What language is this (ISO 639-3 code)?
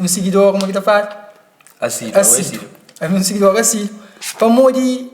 kea